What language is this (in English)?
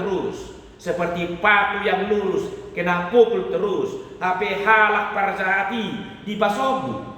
Batak Toba